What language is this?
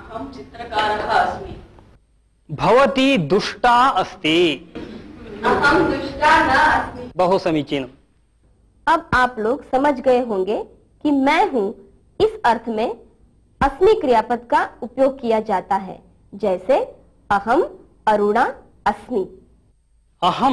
Sanskrit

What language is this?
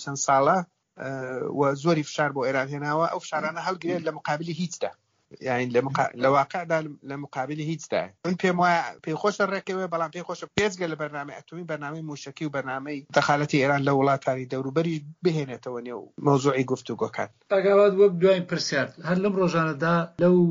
Central Kurdish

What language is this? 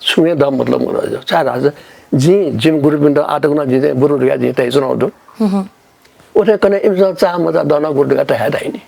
Newari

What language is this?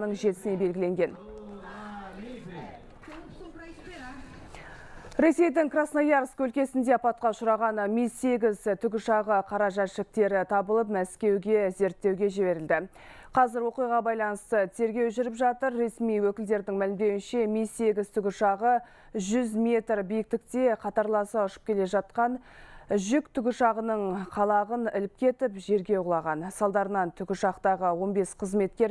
Kazakh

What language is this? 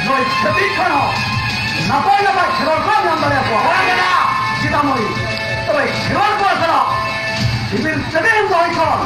Santali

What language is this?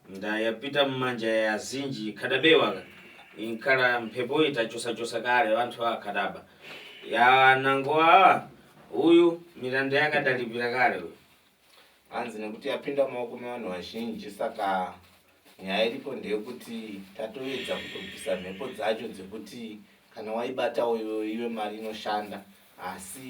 Shona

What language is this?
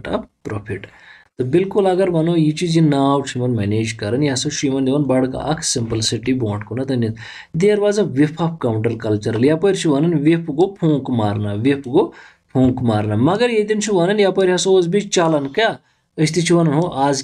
Kashmiri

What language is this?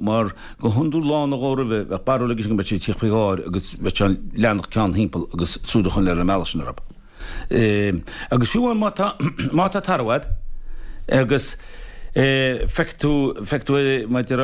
Irish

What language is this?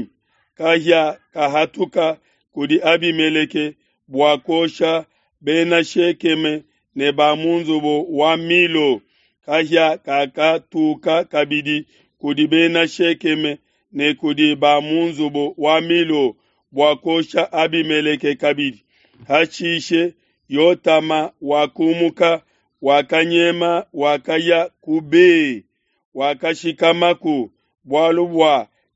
Luba-Lulua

